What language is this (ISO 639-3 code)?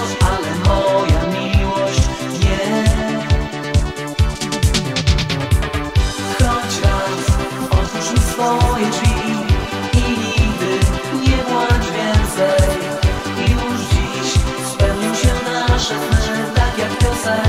pol